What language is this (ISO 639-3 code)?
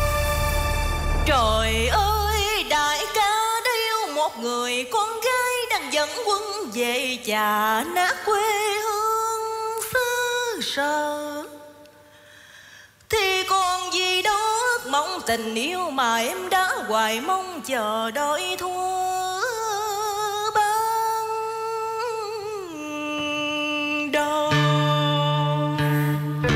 vie